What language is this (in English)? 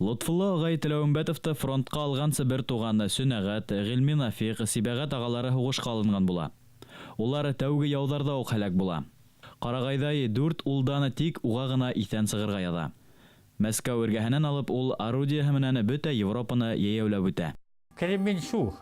Bashkir